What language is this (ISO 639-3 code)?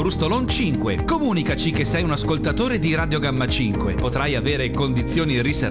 ita